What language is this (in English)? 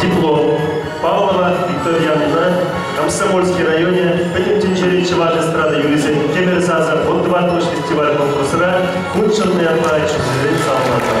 Chuvash